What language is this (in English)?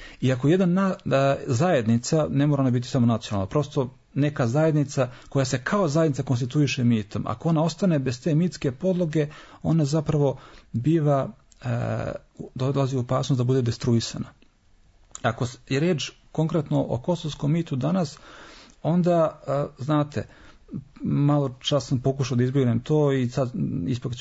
Serbian